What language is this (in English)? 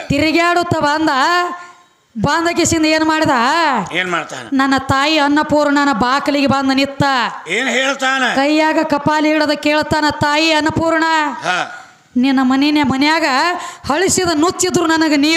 Kannada